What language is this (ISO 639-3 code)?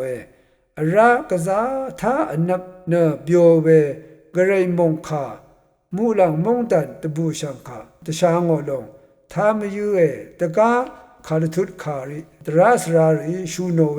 raw